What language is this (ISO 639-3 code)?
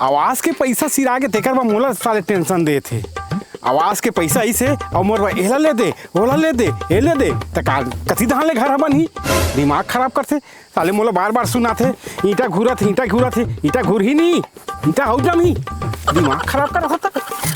hne